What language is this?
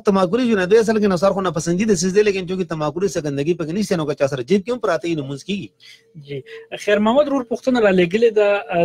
Pashto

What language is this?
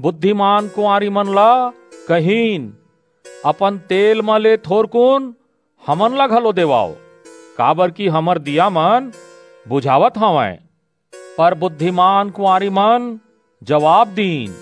Chhattisgarhi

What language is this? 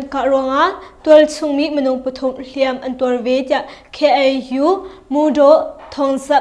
Hakha Chin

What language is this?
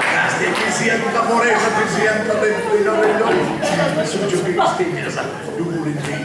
Sardinian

